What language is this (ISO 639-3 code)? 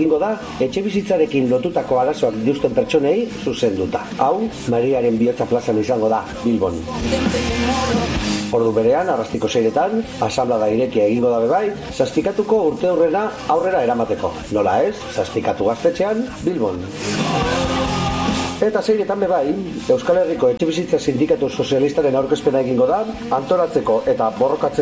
eus